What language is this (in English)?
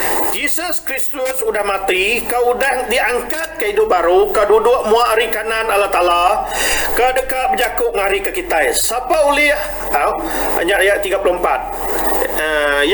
Iban